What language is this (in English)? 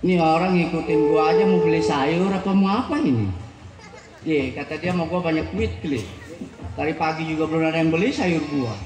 Betawi